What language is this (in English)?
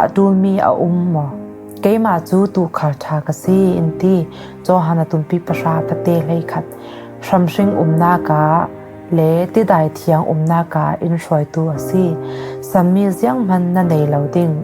Falam Chin